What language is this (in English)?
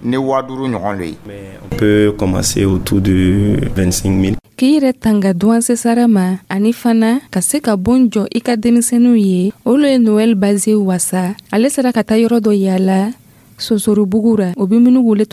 Dyula